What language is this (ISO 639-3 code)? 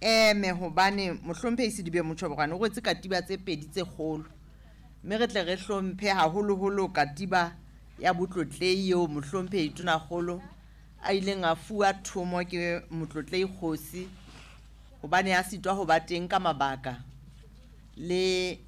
sot